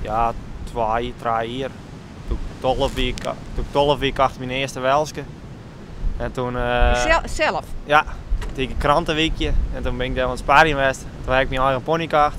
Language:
Western Frisian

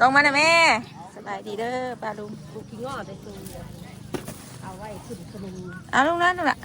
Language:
Northeastern Thai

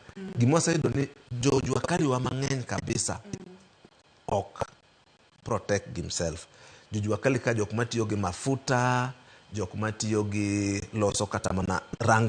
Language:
Luo (Kenya and Tanzania)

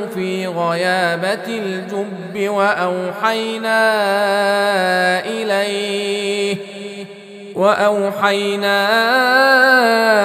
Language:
Arabic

